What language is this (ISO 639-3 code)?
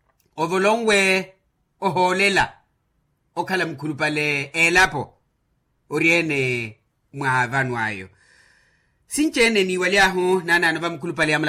vmw